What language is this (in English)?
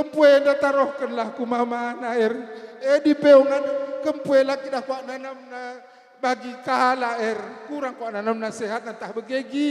Batak Karo